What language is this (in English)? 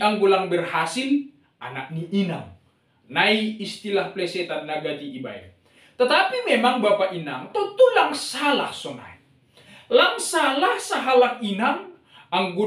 Batak Simalungun